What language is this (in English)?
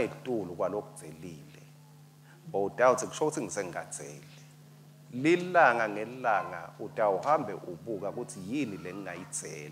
Swati